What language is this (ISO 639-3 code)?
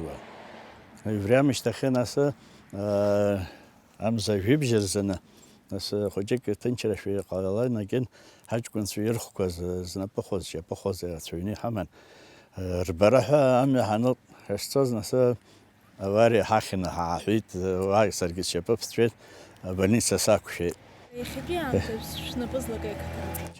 abk